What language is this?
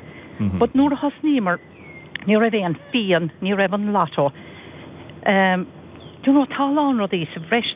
Irish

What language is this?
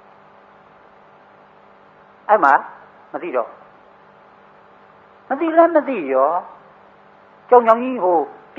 Burmese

